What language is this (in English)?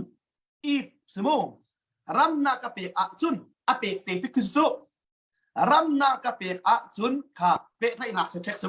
Hakha Chin